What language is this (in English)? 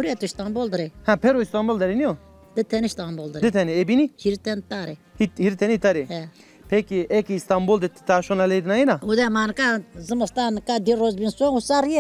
Zaza